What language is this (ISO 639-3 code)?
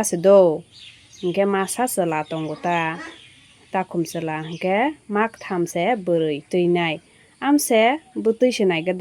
trp